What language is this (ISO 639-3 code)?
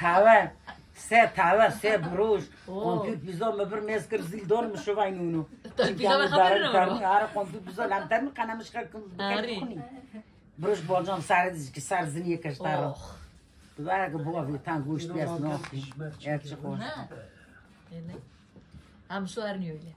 kur